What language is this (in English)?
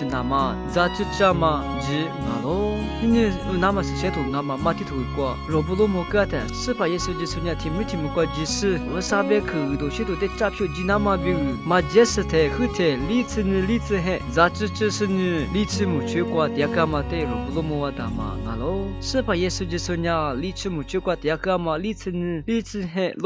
Lisu